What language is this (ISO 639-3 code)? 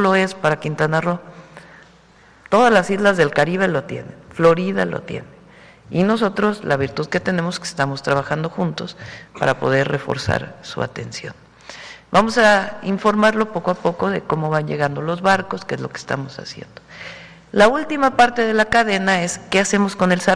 spa